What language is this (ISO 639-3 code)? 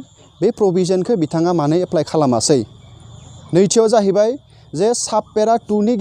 brx